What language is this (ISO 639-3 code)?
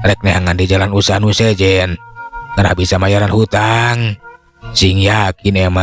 sun